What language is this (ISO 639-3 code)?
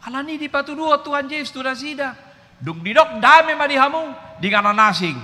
bbc